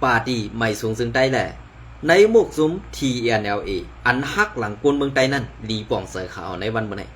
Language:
Shan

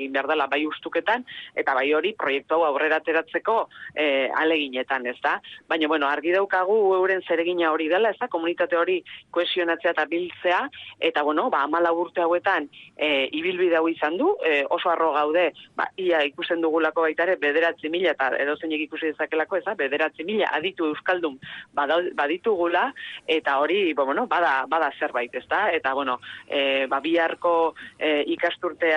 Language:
Basque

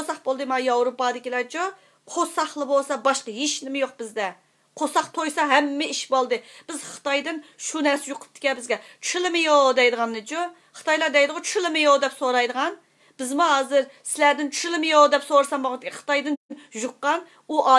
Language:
Uyghur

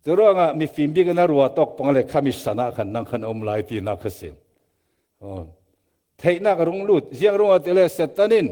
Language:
Falam Chin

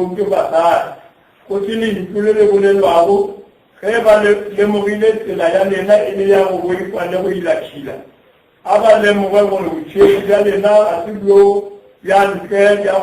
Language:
Northern Sotho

